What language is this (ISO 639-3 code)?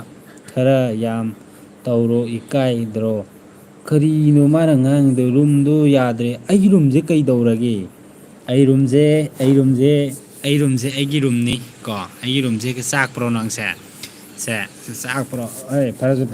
mni